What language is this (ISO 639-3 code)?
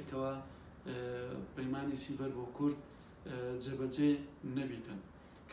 ckb